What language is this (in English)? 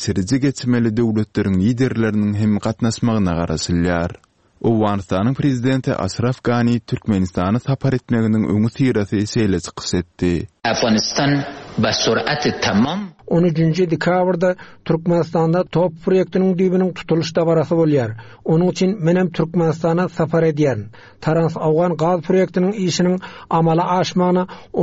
Turkmen